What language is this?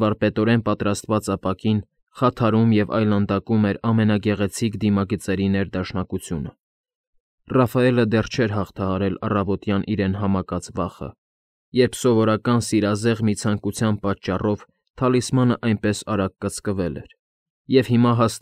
Armenian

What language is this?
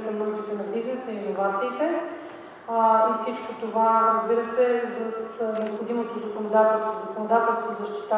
Bulgarian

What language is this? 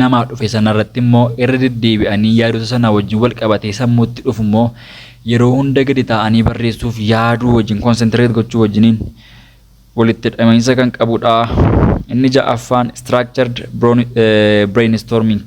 Oromo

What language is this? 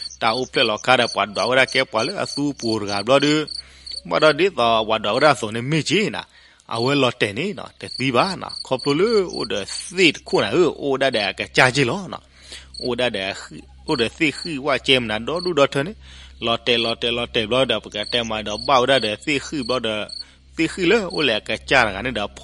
S'gaw Karen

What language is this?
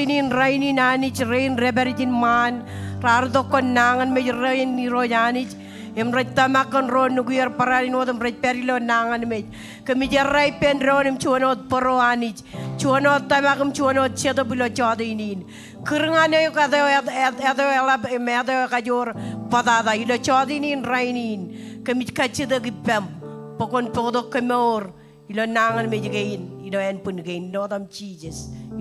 Marshallese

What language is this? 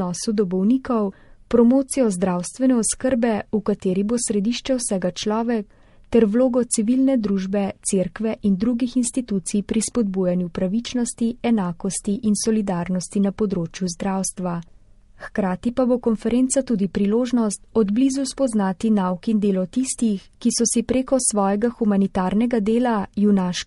Slovenian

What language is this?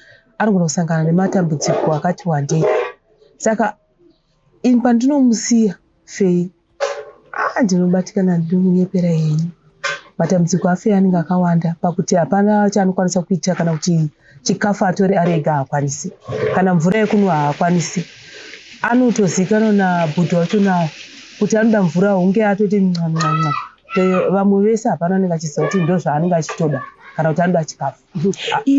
Shona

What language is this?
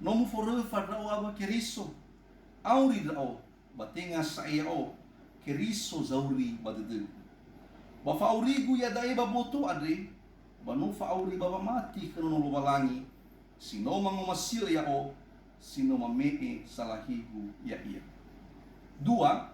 Nias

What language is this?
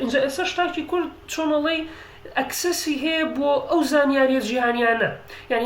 Central Kurdish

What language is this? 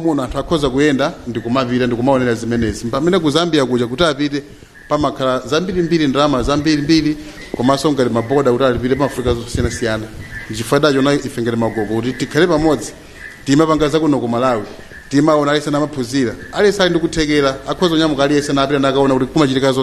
Nyanja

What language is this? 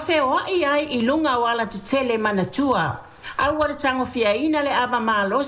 Samoan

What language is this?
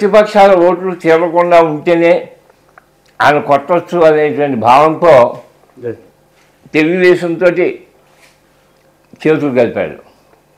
Telugu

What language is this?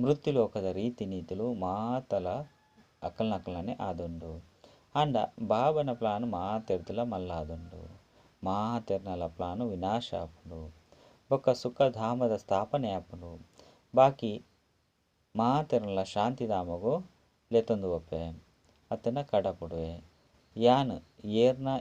Tulu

